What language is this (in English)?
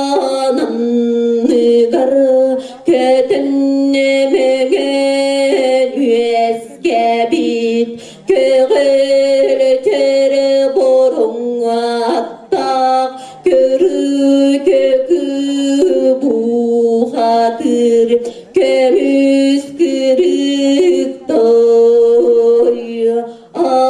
Yakut